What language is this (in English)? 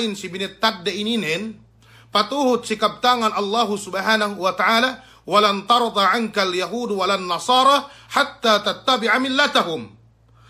Yakan